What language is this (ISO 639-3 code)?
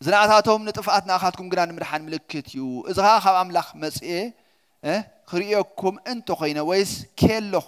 tir